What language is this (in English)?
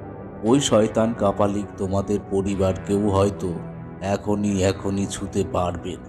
Bangla